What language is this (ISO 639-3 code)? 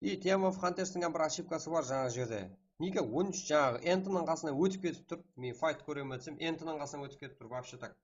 kaa